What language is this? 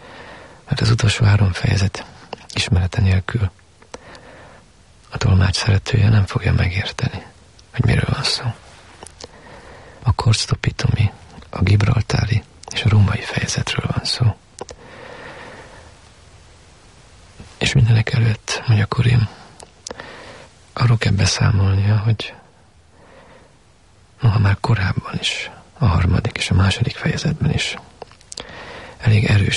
Hungarian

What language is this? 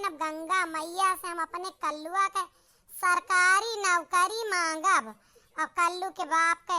Awadhi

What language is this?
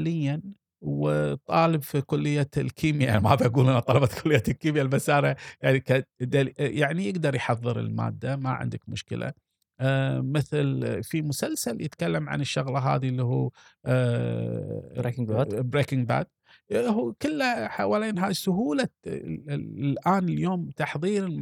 Gulf Arabic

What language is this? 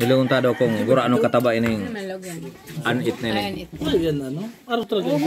Bikol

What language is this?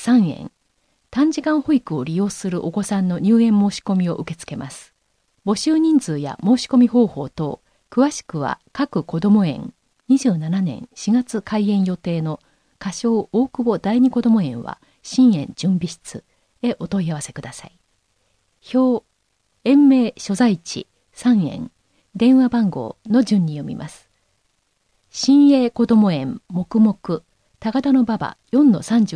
Japanese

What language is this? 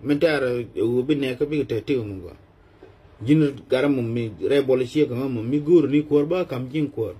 Nuer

